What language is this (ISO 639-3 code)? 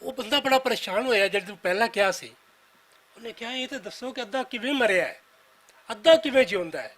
lah